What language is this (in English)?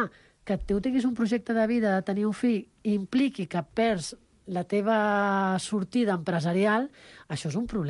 Catalan